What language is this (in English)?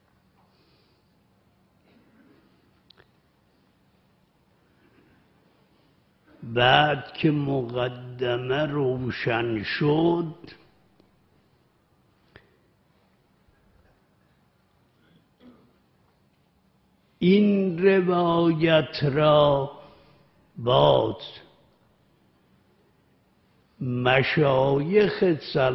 Persian